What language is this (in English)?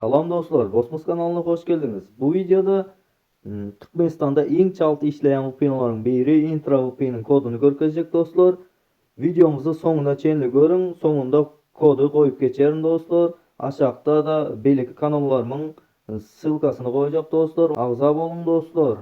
Turkmen